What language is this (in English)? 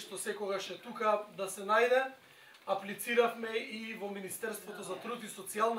Macedonian